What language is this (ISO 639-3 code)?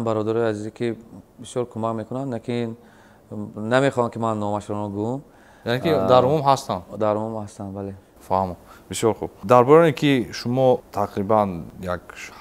tgk